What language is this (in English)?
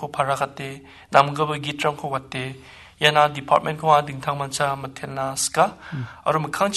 Garo